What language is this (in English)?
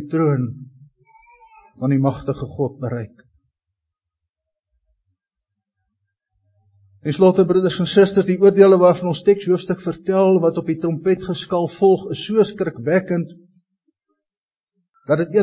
Afrikaans